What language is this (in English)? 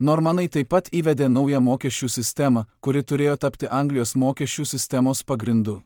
Lithuanian